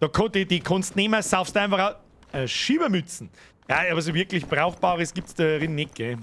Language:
Bavarian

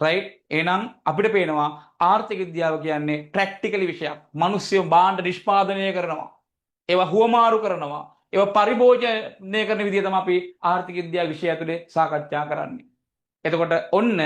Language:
Sinhala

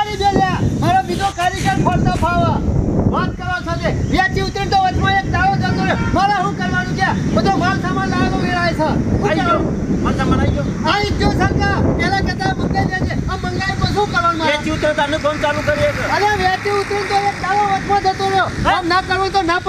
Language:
Gujarati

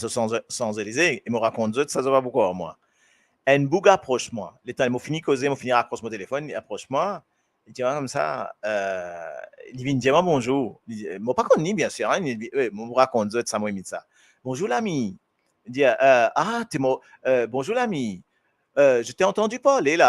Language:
Morisyen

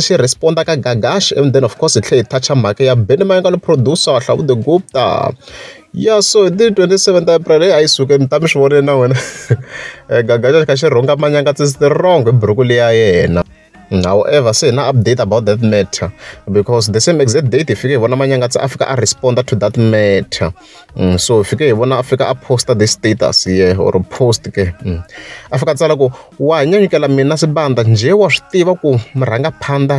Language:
Tsonga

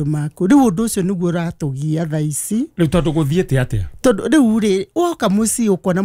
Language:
Kikuyu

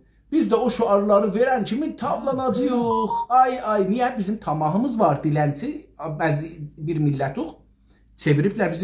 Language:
South Azerbaijani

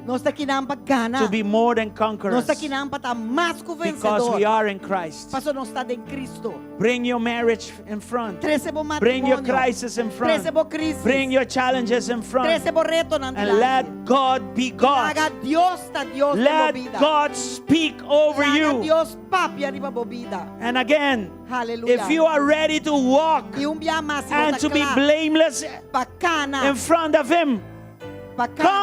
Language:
Papiamento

